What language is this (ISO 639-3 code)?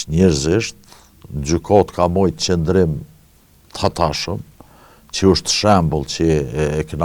sqi